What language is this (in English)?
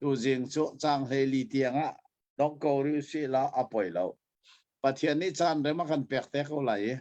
Hakha Chin